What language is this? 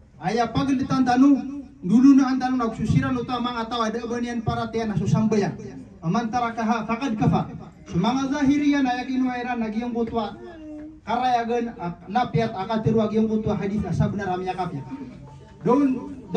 Maranao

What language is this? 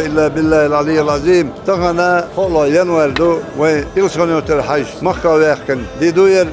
Chechen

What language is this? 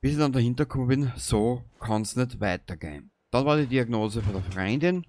Bavarian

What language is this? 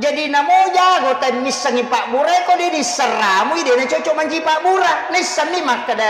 Buginese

